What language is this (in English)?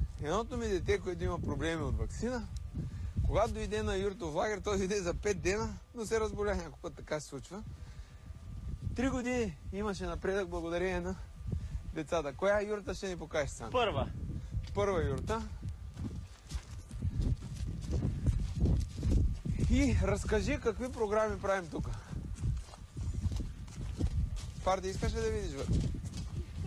Bulgarian